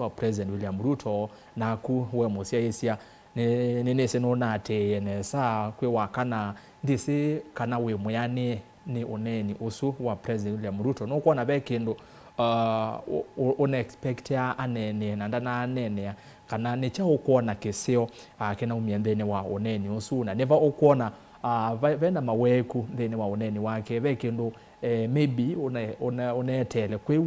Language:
Kamba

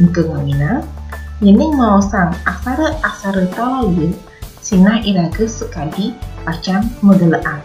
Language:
Balinese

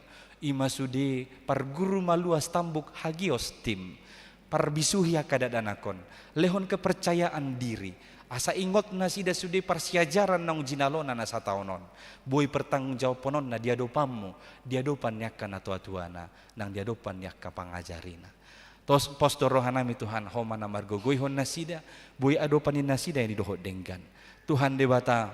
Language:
Batak Toba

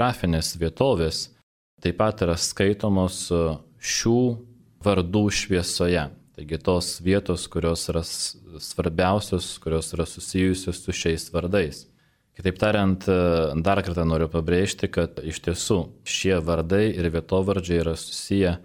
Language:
Lithuanian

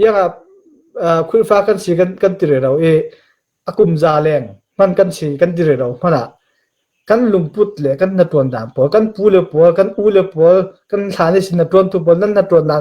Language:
Falam Chin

